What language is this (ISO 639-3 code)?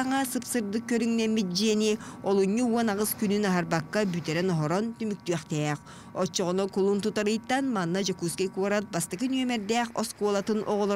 sah